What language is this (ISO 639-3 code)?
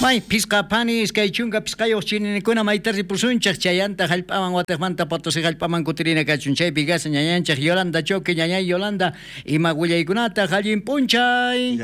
quh